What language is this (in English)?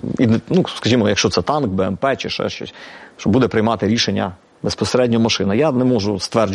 Ukrainian